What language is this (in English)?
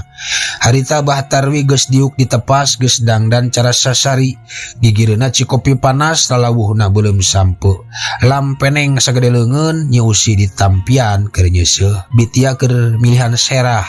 Sundanese